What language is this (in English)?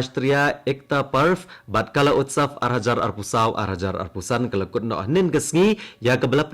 Khasi